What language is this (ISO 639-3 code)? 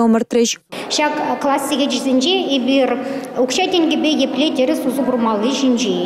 chv